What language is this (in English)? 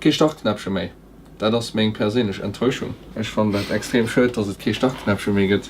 Luxembourgish